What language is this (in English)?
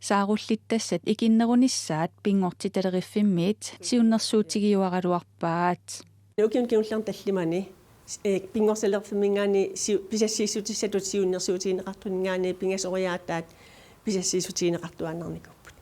Kalaallisut